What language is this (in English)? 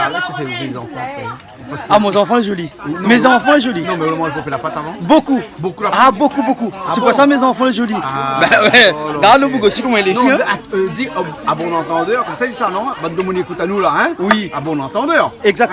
Réunion Creole French